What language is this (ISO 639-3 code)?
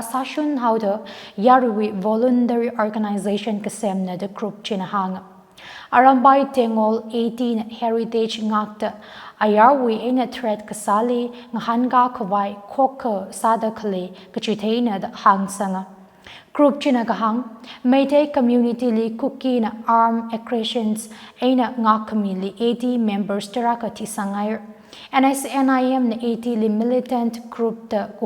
nmf